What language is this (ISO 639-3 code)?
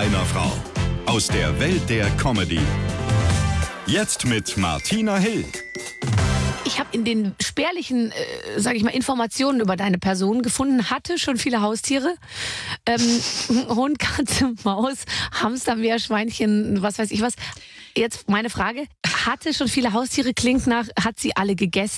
deu